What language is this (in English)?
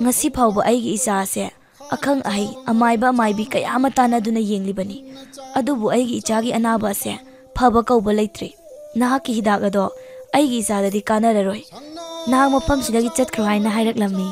Manipuri